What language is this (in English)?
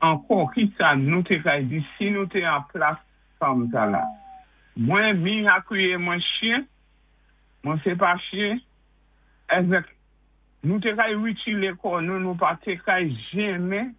Saint Lucian Creole French